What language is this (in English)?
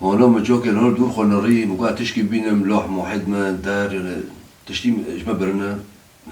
Kurdish